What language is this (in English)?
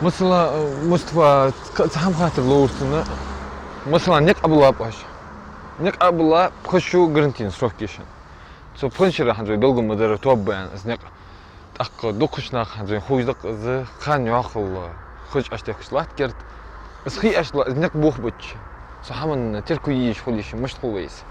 Ingush